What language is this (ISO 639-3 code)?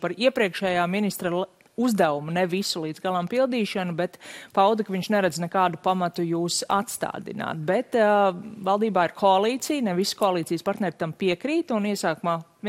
lav